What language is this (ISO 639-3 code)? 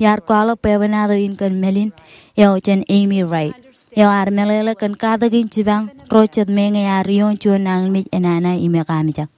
mah